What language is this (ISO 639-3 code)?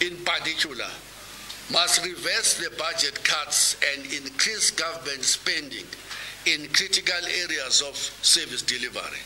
eng